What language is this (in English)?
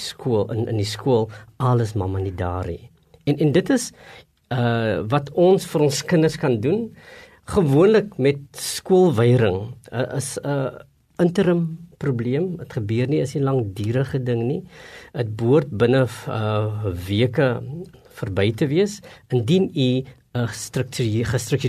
Afrikaans